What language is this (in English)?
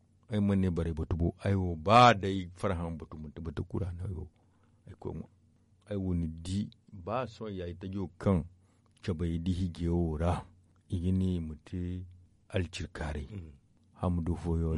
Zarma